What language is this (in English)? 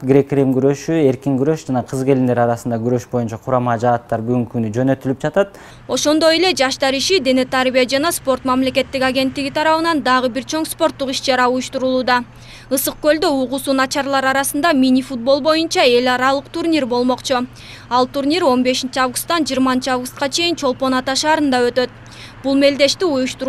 Kyrgyz